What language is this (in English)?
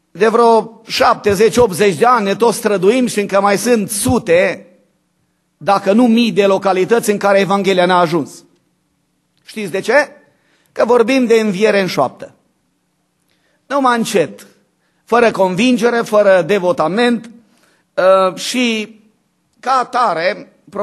Romanian